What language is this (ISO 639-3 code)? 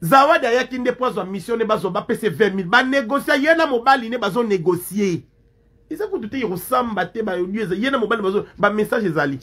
lin